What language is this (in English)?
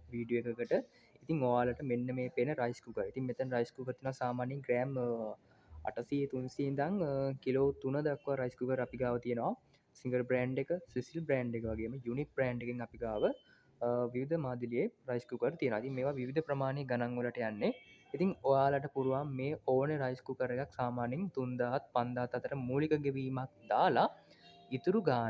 Sinhala